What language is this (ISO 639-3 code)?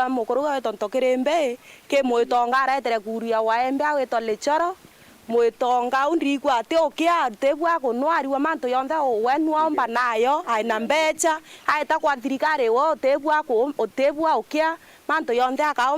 mer